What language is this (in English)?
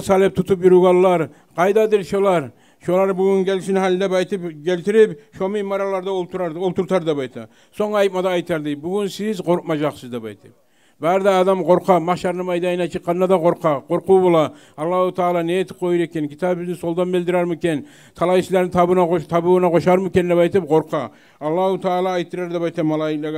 Kumyk